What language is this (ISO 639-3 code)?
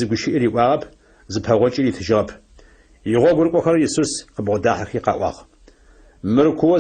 ady